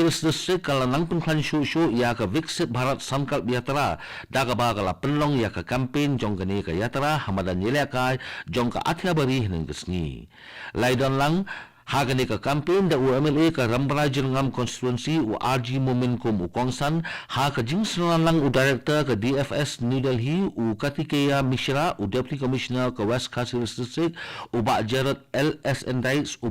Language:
Khasi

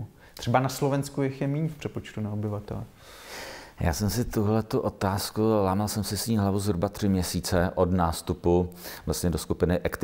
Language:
Czech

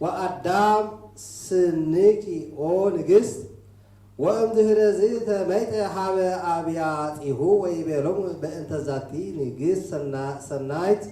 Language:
Geez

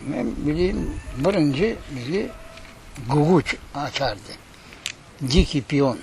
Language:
Crimean Tatar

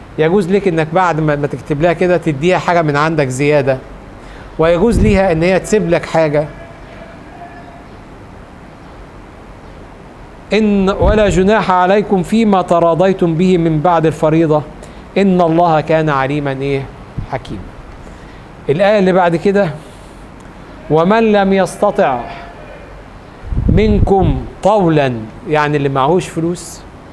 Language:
Egyptian Arabic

